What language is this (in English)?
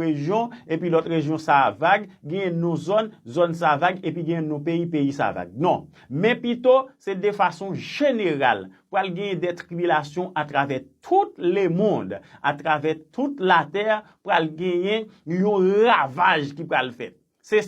Haitian Creole